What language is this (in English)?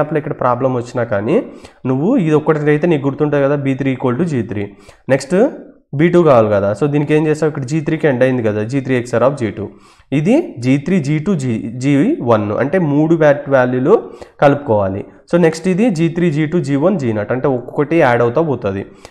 Telugu